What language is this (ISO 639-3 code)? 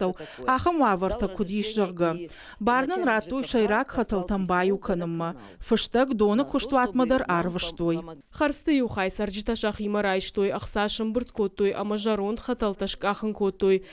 oss